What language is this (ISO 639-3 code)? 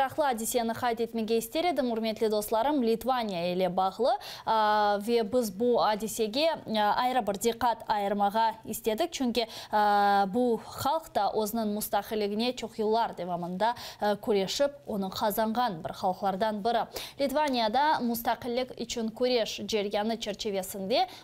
crh